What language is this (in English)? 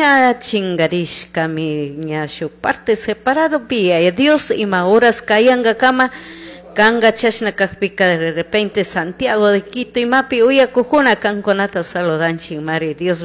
Chimborazo Highland Quichua